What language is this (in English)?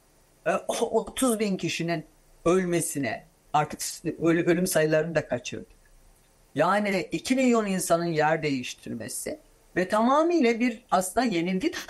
Turkish